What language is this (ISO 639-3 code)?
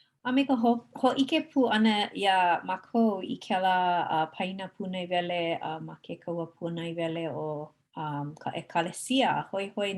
haw